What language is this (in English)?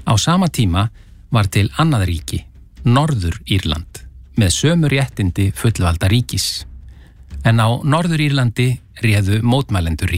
Icelandic